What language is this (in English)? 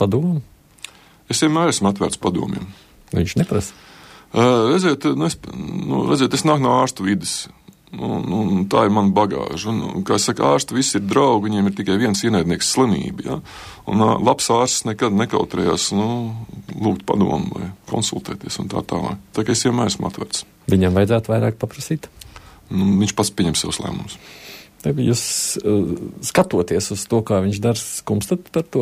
Latvian